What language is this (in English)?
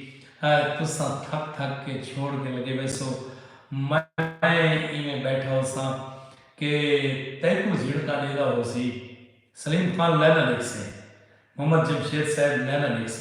Saraiki